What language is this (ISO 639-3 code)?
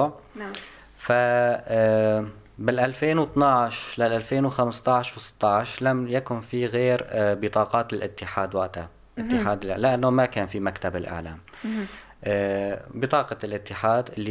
apc